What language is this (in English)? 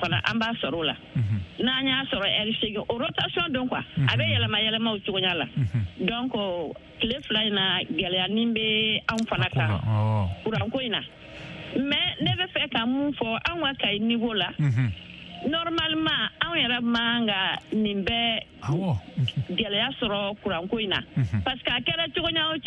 Bambara